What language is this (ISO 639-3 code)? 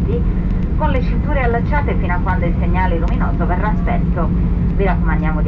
ita